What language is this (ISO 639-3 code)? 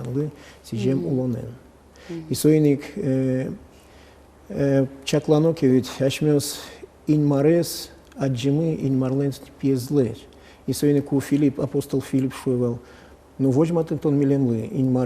udm